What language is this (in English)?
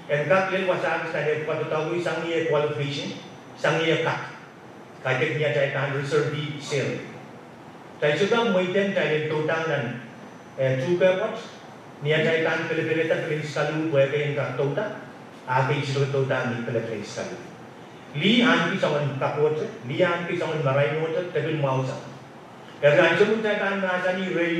Pohnpeian